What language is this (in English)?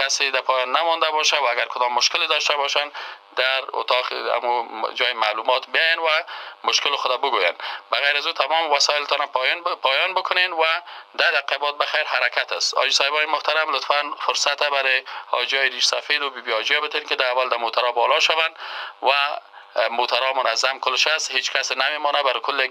Persian